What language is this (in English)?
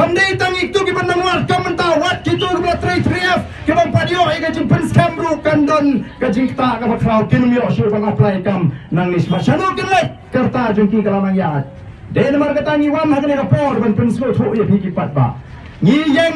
Khasi